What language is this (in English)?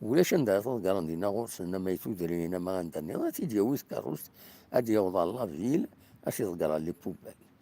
Kabyle